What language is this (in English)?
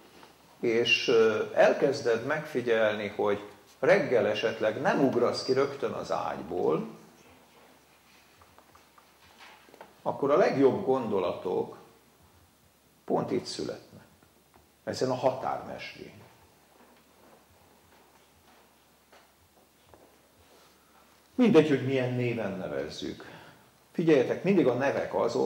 Hungarian